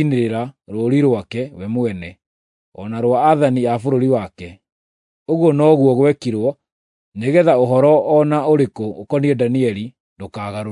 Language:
Kikuyu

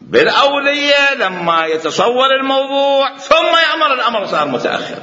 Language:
Mesopotamian Arabic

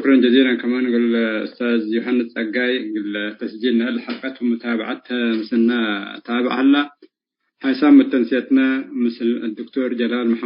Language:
Tigre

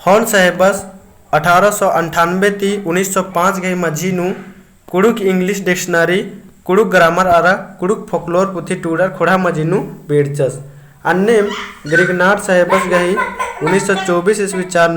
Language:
Kurukh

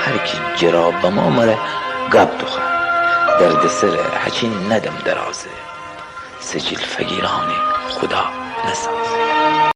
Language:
Gilaki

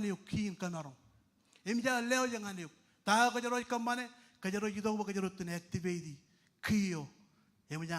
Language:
Marshallese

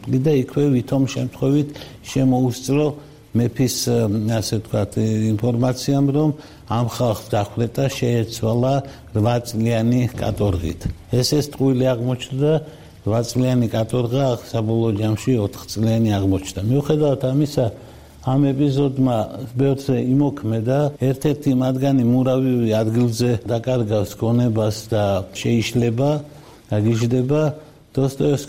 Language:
Georgian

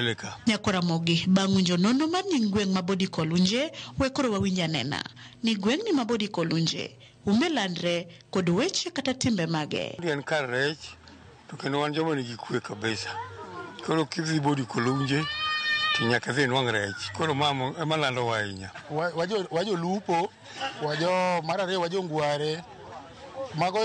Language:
Luo (Kenya and Tanzania)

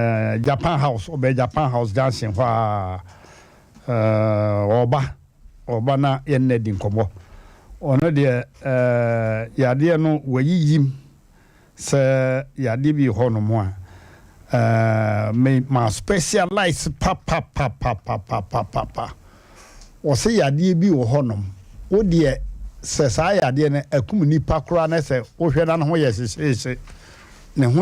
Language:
Akan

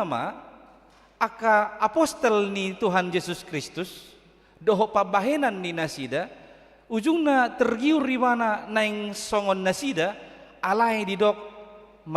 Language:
Batak Toba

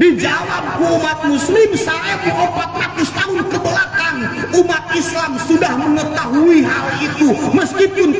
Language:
Sundanese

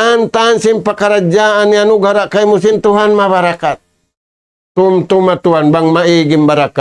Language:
Tausug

